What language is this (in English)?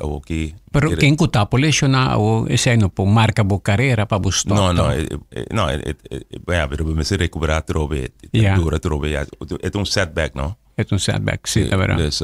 Papiamento